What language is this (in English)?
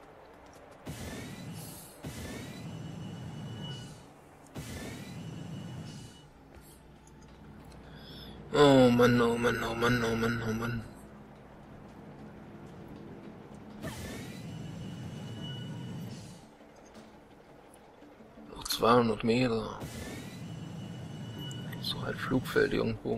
German